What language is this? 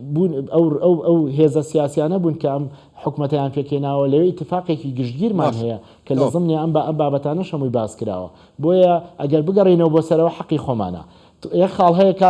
Central Kurdish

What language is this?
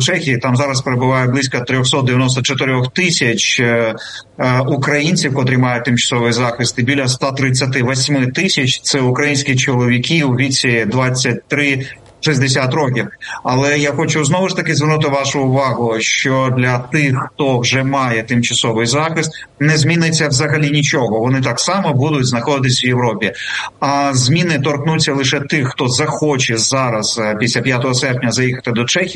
Ukrainian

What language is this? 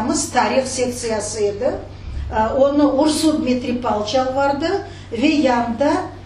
Crimean Tatar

